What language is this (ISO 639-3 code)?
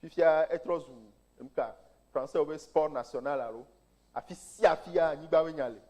ewe